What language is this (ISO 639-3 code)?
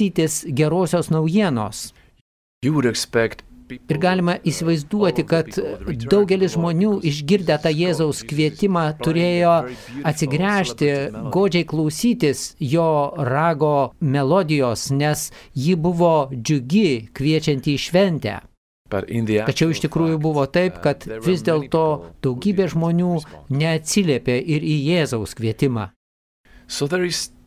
lit